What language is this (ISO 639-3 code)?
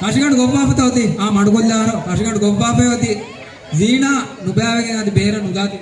div